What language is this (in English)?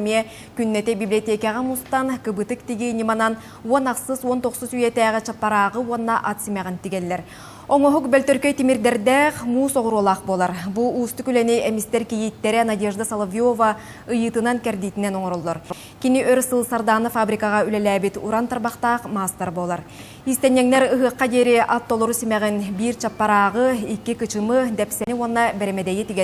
Yakut